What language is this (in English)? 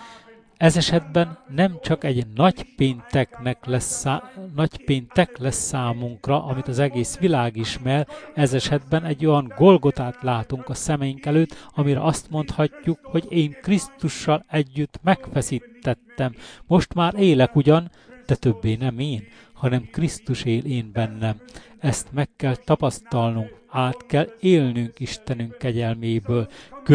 Hungarian